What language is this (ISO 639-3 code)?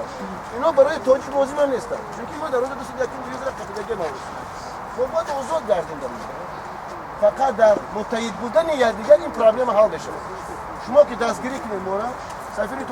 tgk